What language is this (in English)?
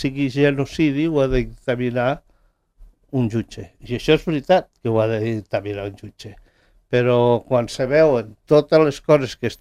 Catalan